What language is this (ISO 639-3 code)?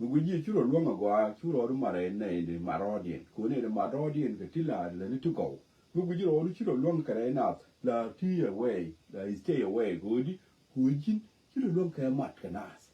nus